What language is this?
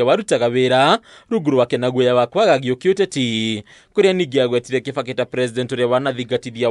Kikuyu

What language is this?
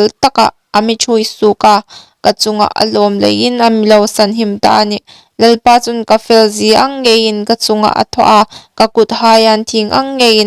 Hmar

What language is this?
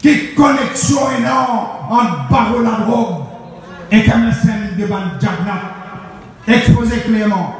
Morisyen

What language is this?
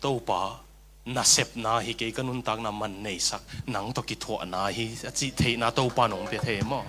Tedim Chin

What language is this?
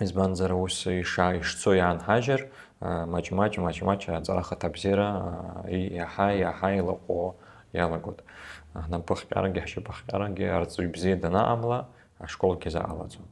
Abkhazian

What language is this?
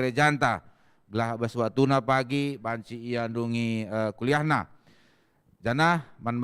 Batak Karo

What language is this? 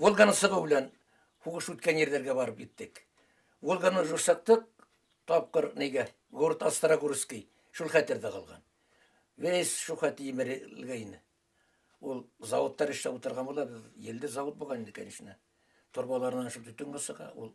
Bashkir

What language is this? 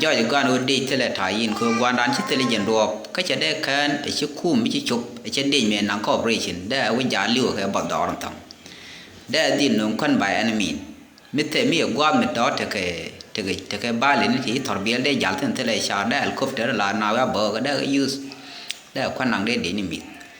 Nuer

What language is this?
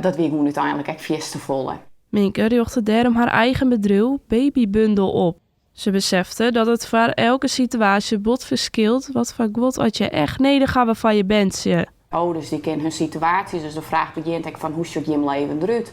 Western Frisian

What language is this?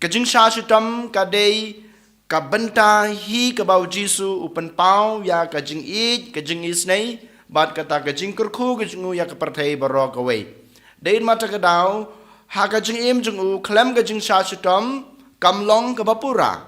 Khasi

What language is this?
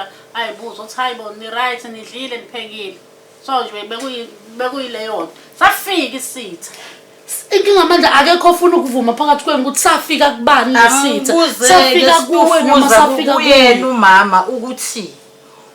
Zulu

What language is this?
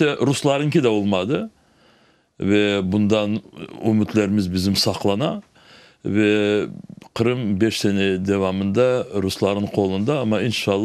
Crimean Tatar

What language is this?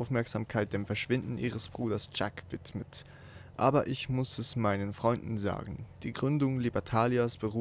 Swiss German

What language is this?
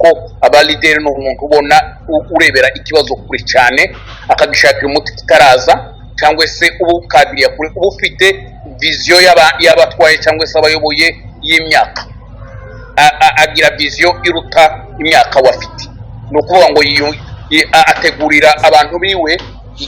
Kinyarwanda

